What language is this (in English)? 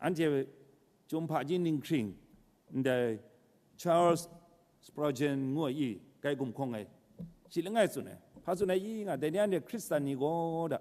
Kachin